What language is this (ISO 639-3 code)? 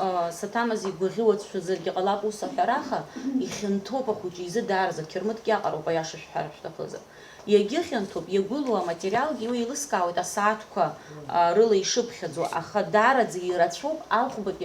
abk